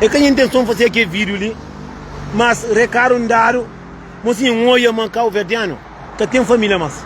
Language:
Kabuverdianu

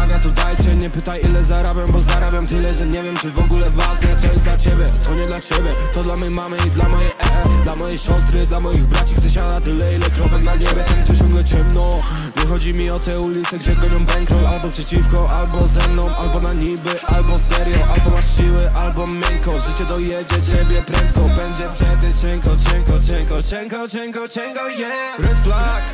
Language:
Polish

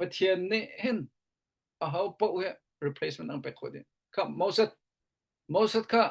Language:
Hakha Chin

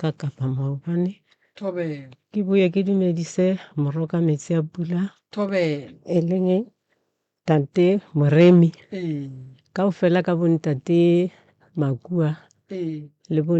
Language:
Northern Sotho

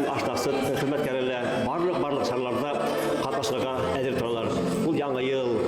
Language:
Bashkir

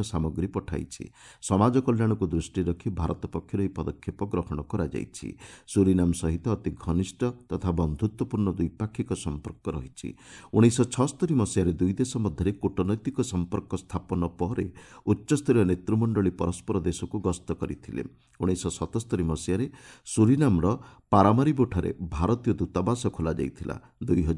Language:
Odia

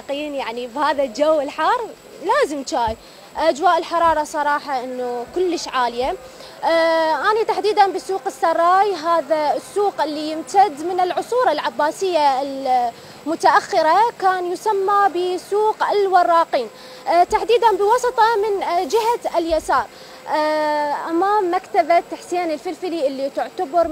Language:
Mesopotamian Arabic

